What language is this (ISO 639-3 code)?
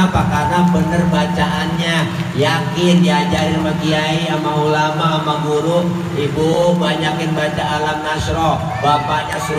bew